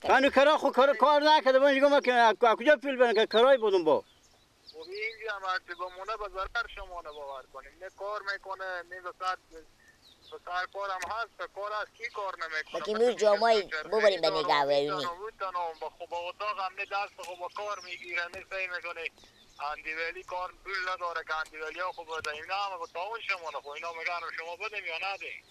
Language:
Persian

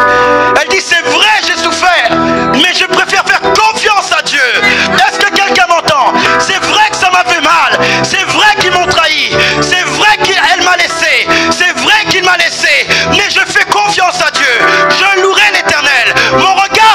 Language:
French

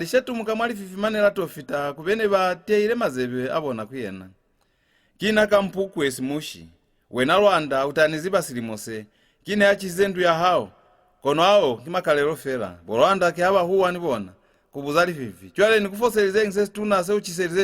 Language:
Lozi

